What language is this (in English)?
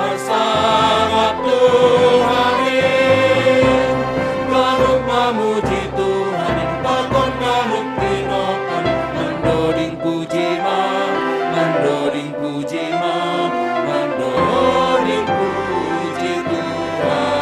Batak Simalungun